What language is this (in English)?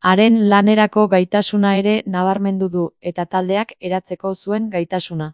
Basque